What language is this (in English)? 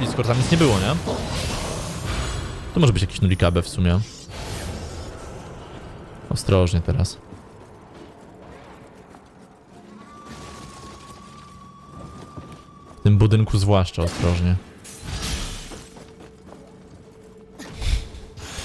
Polish